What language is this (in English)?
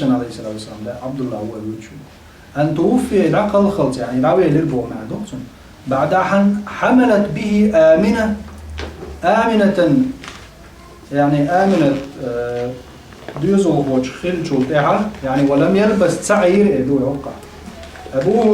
Chechen